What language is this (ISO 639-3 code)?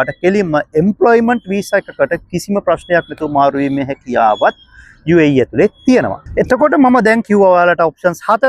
sin